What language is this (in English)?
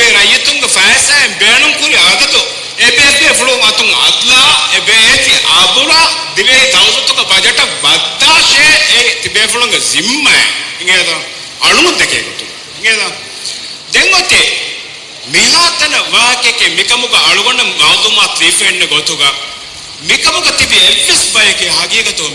Divehi